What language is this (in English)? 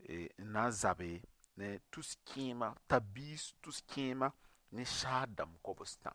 Mossi